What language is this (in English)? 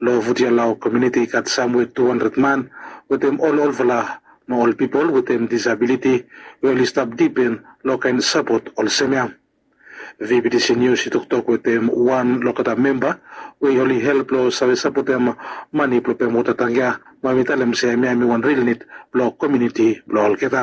Bislama